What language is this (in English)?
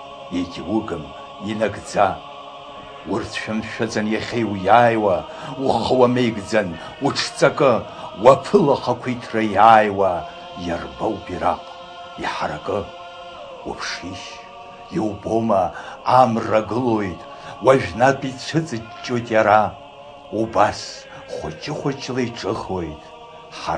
Abkhazian